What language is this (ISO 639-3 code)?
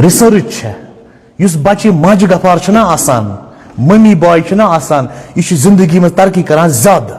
kas